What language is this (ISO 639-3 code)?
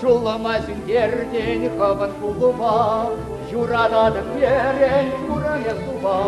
chv